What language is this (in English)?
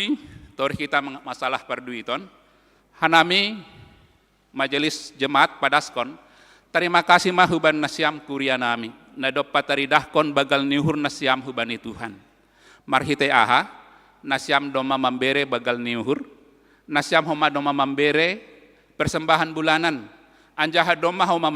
Batak Simalungun